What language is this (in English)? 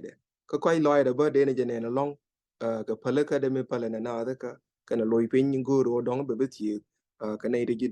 Nuer